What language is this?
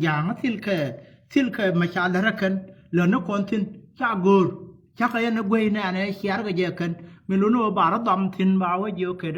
Nuer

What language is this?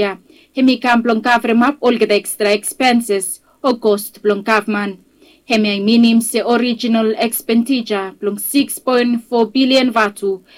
Bislama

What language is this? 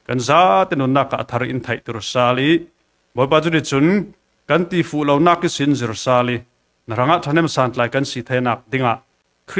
Falam Chin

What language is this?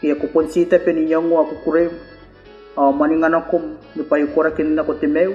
Gilbertese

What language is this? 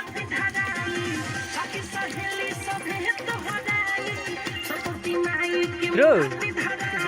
Maithili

